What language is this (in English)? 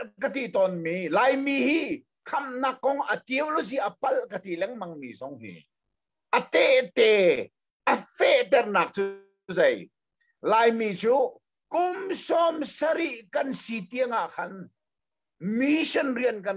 Hakha Chin